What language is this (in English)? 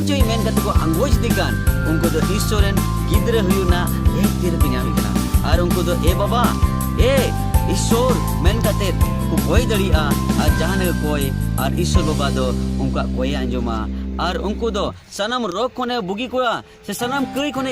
Santali